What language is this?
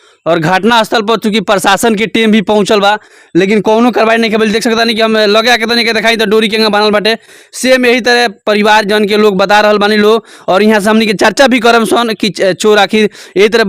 Bhojpuri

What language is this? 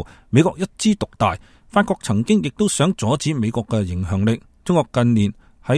Cantonese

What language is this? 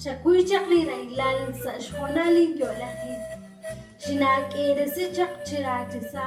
Kekchí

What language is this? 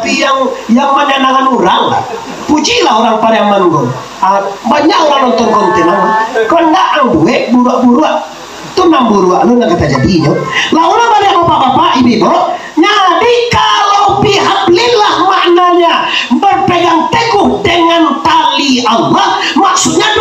Minangkabau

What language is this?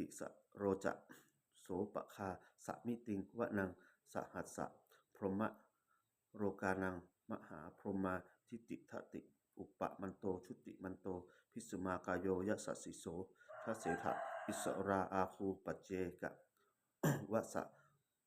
Pali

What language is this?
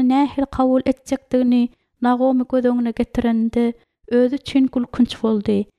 Turkmen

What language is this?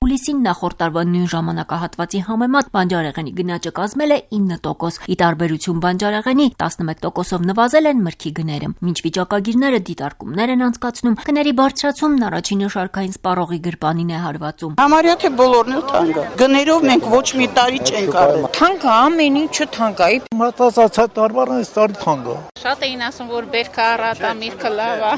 Armenian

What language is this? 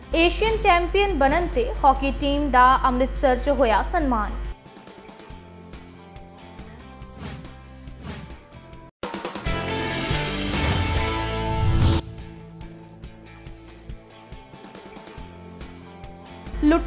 Punjabi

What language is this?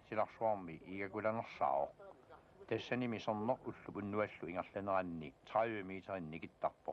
Kalaallisut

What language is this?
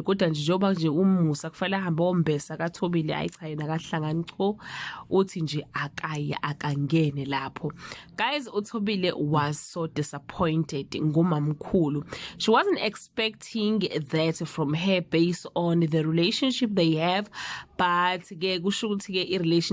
Zulu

